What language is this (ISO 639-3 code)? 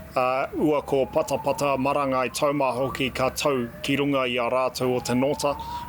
mri